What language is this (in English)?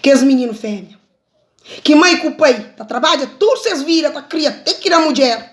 Kabuverdianu